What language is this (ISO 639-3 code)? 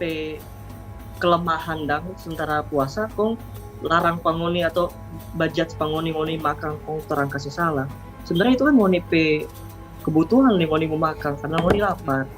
xmm